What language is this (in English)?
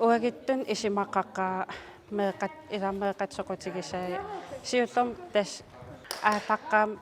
Kalaallisut